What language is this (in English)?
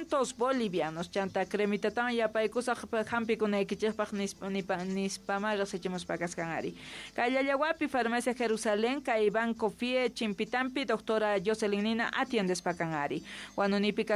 Quechua